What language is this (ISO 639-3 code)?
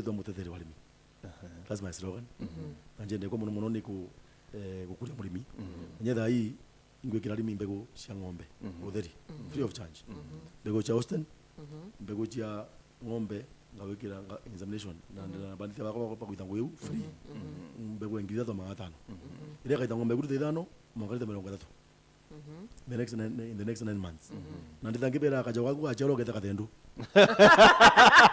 mer